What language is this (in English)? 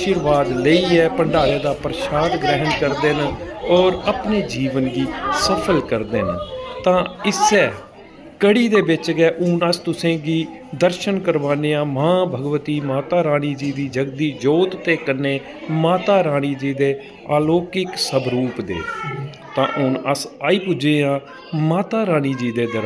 Dogri